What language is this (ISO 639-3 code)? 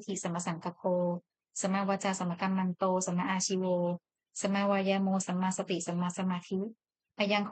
pli